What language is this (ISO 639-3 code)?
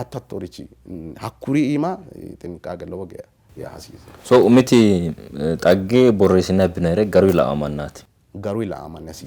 sid